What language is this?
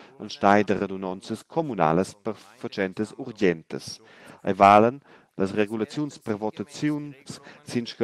Romansh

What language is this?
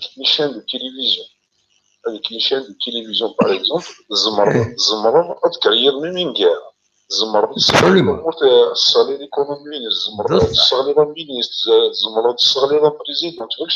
Kabyle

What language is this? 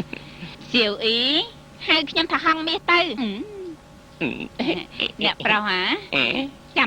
Khmer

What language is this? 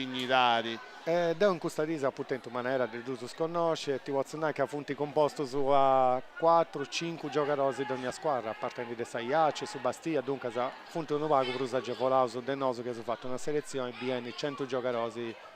Sardinian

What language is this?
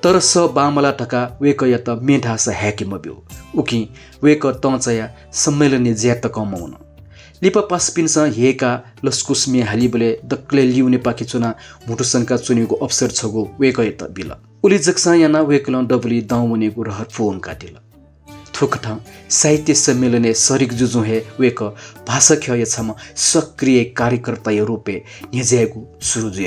Newari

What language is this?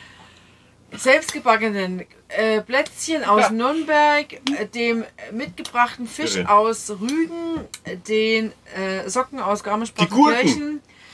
German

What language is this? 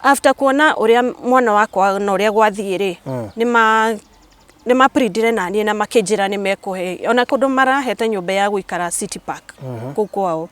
Kikuyu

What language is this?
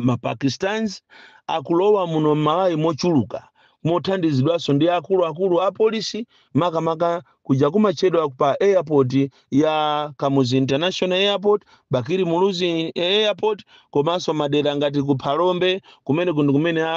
Nyanja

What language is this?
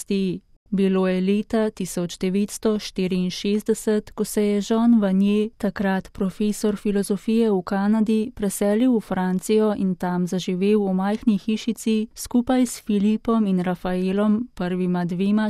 Slovenian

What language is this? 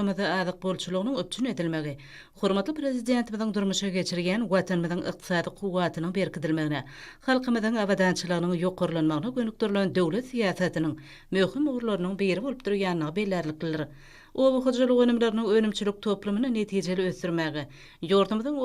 Turkmen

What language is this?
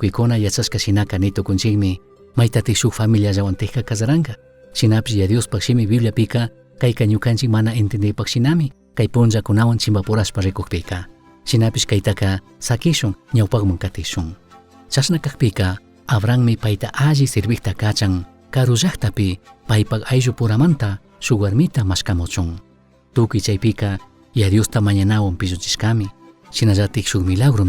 Chimborazo Highland Quichua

